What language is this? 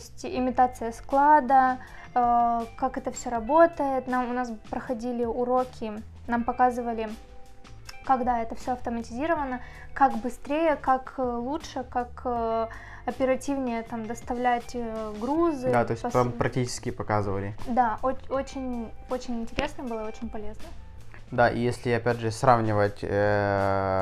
Russian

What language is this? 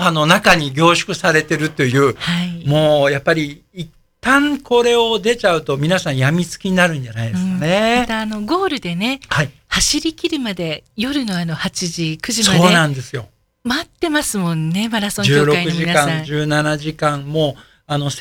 Japanese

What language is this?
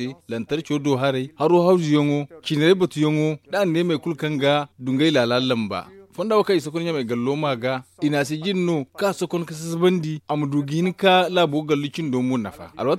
Zarma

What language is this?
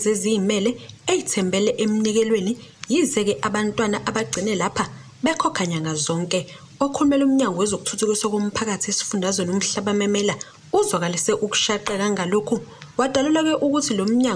Zulu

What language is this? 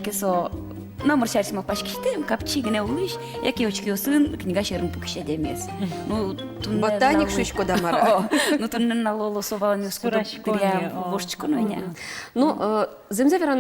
Udmurt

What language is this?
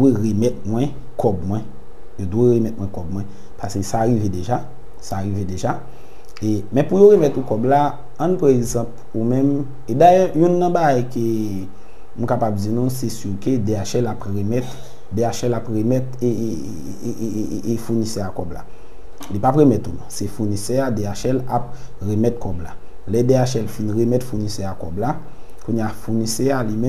Haitian Creole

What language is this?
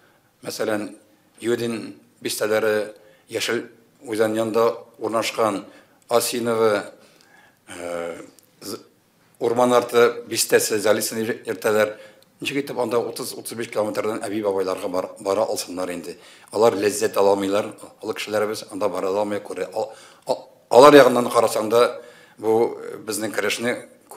Tatar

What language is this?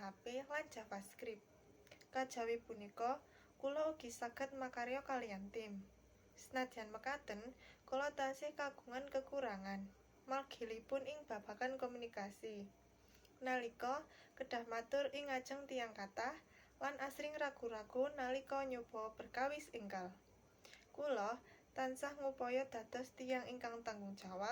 Javanese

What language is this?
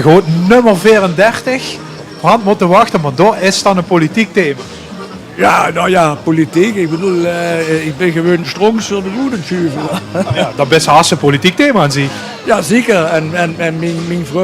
Limburgish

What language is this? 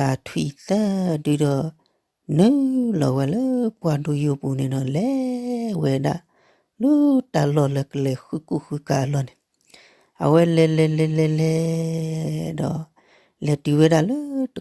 S'gaw Karen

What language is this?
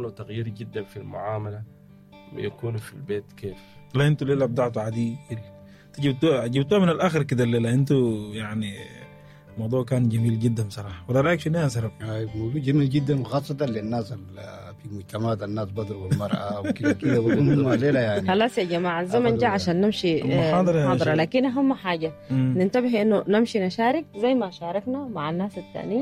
Sudanese Arabic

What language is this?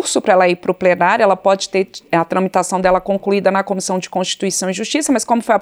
Portuguese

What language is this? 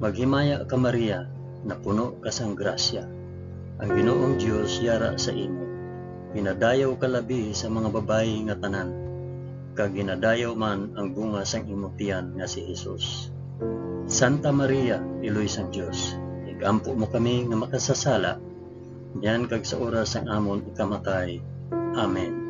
Hiligaynon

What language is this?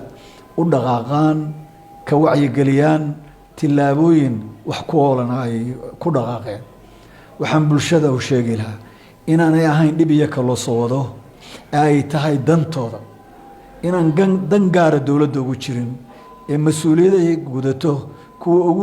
Somali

